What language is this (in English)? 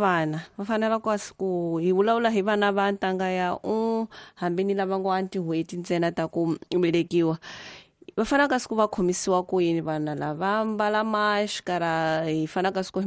Tsonga